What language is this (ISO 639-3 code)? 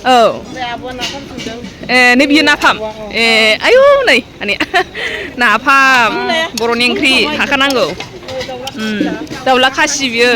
brx